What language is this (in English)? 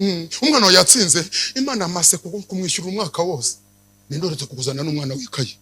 Kinyarwanda